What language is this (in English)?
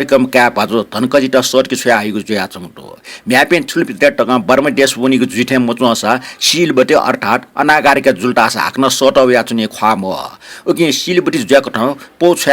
Newari